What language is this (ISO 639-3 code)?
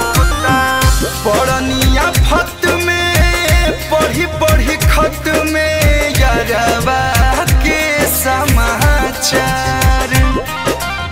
bho